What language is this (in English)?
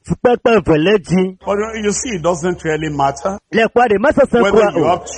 Ewe